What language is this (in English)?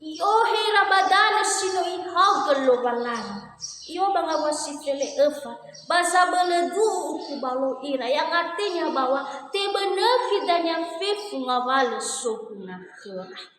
Nias